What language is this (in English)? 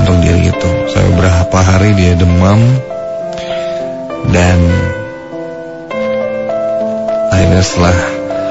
Indonesian